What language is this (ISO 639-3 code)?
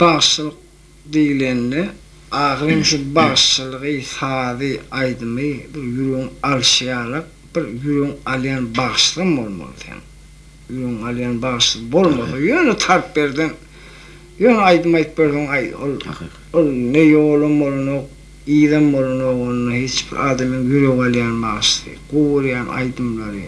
tuk